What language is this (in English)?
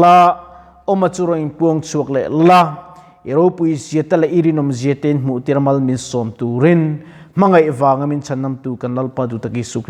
Mizo